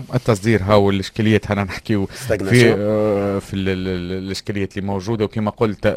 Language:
Tunisian Arabic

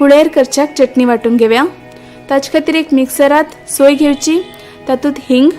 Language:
Konkani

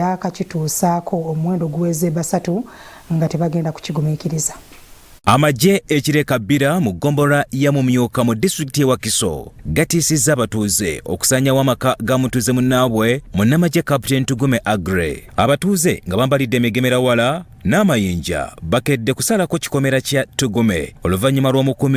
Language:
Ganda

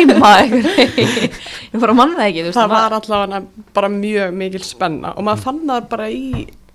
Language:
Icelandic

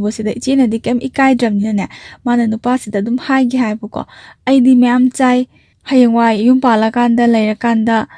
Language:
Manipuri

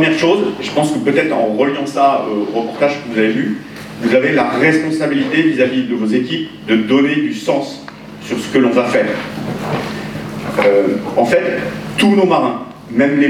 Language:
French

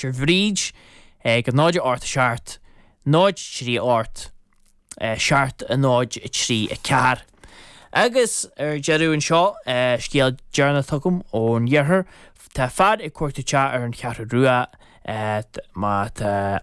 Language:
Irish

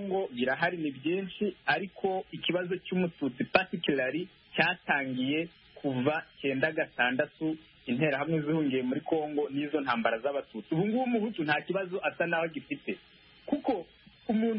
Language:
Kinyarwanda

